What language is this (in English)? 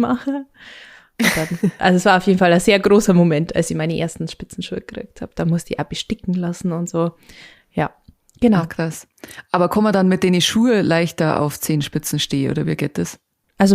Bavarian